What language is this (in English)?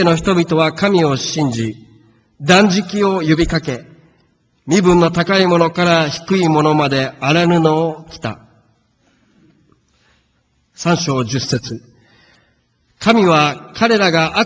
Japanese